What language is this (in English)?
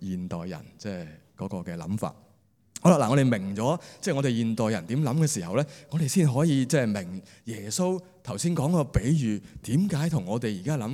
Cantonese